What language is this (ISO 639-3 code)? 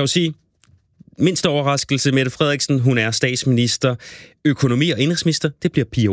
dan